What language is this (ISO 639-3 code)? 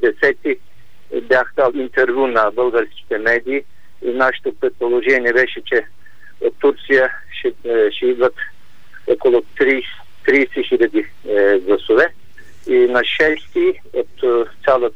bul